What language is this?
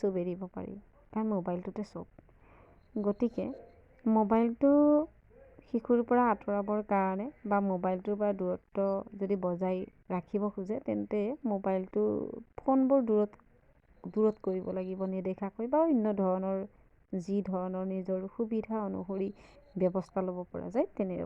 Assamese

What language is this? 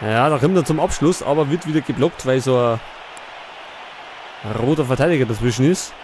Bavarian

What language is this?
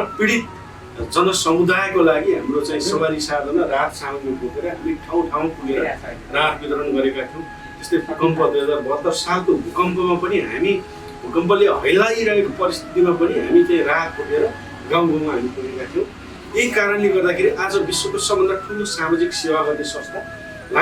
Nepali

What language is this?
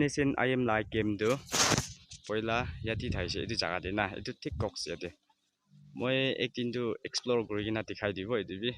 Naga Pidgin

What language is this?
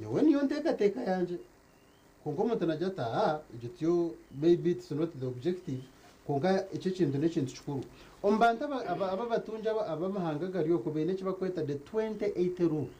Nyankole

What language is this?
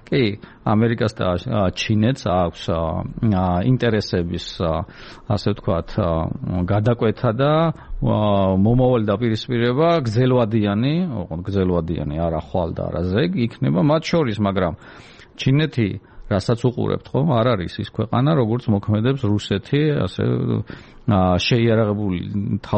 Georgian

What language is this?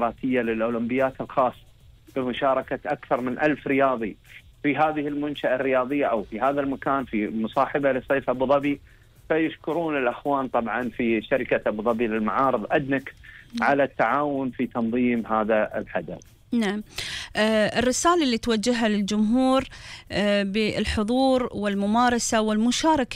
Gulf Arabic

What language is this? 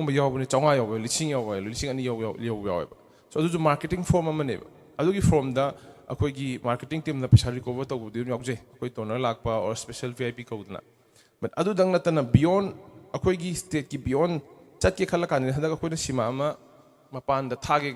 Manipuri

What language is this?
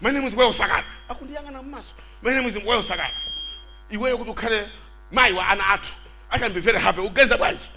Nyanja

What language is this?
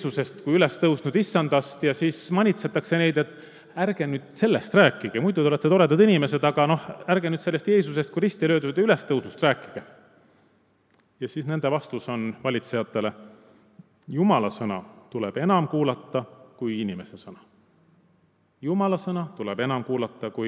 Estonian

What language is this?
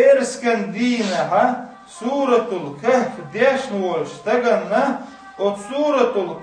Chechen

